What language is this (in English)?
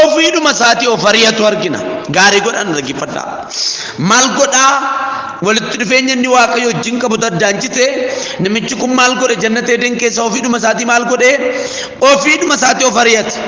Oromo